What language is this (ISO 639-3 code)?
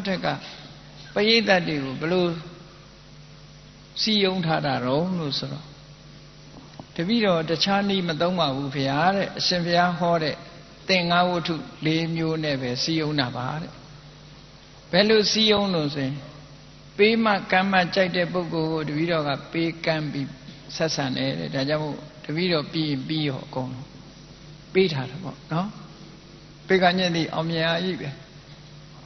mya